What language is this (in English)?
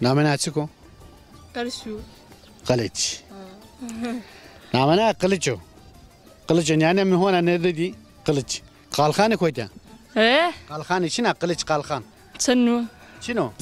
Zaza